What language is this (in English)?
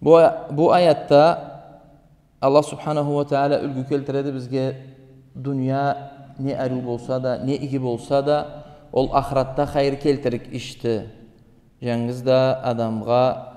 Karachay-Balkar